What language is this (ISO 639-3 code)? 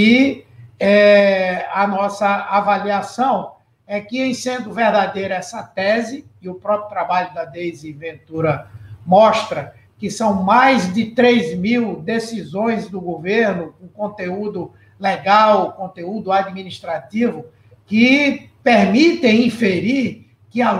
por